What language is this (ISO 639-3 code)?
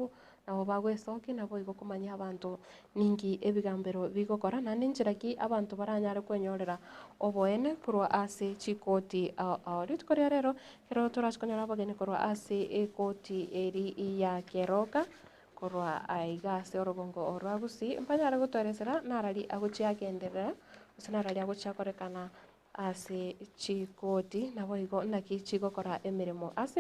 guz